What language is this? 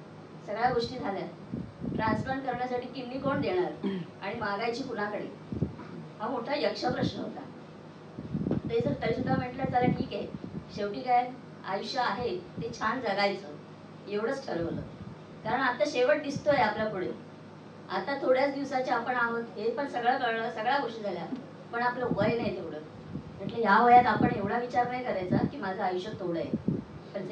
Marathi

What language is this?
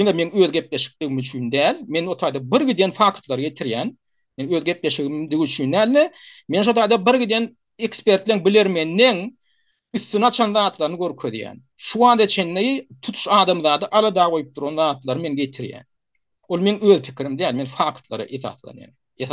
Turkmen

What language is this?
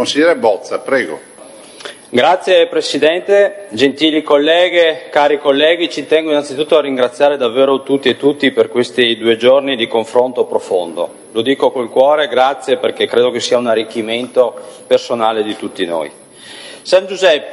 Italian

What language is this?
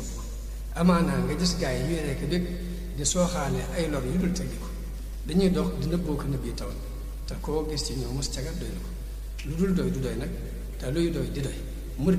Wolof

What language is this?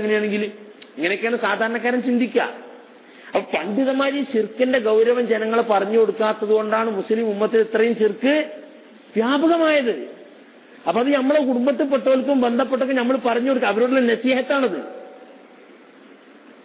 Malayalam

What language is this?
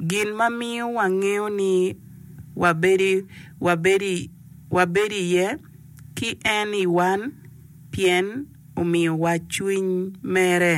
Acoli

